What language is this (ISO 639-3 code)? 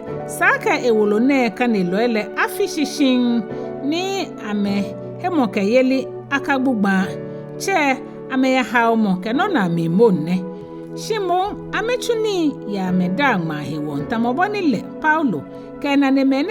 gaa